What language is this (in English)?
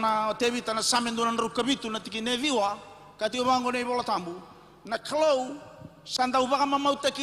Fijian